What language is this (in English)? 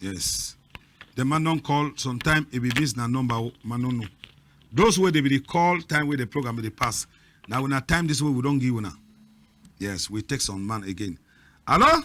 Cameroon Pidgin